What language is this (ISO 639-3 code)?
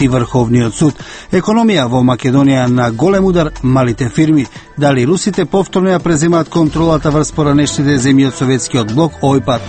mkd